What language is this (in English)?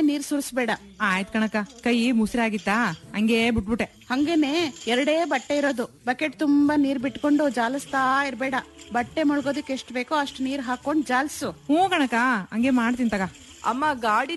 Kannada